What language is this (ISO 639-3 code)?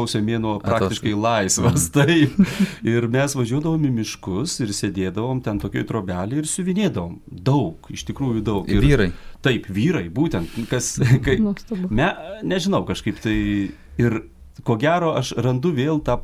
lit